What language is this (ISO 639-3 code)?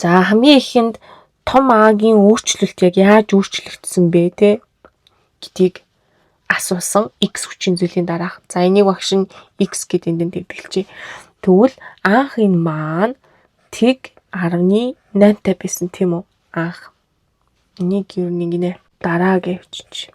mon